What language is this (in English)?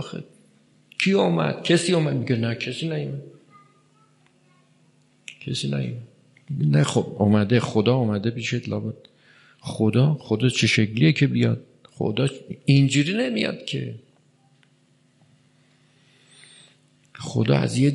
Persian